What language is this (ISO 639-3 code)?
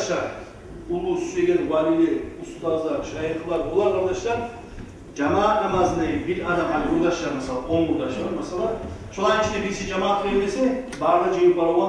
kum